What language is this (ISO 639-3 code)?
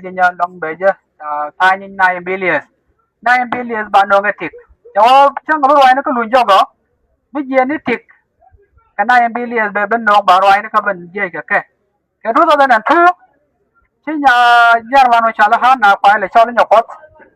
nus